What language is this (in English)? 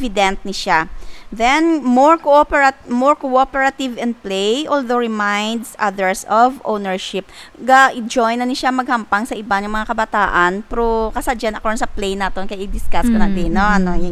Hiligaynon